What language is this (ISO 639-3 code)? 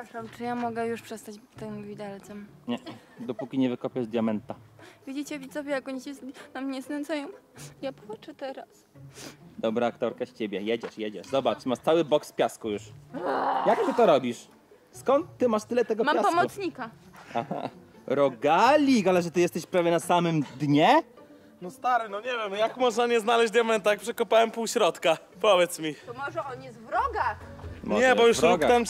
pol